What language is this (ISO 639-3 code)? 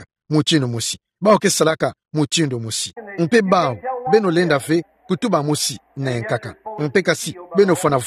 ktu